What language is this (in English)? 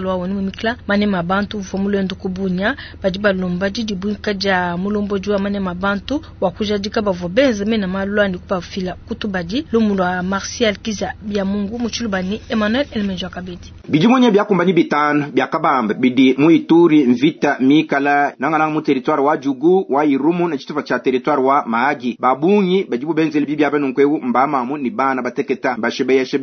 Luba-Lulua